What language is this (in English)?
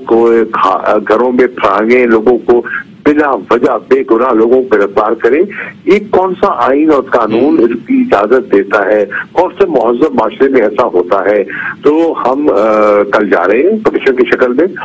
Urdu